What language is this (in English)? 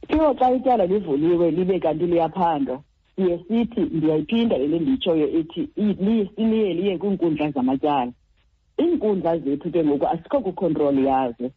Xhosa